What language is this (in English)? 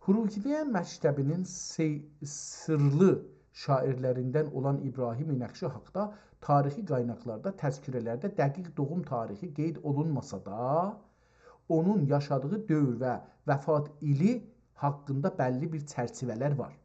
South Azerbaijani